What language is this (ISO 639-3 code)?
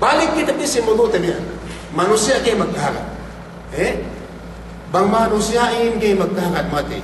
yka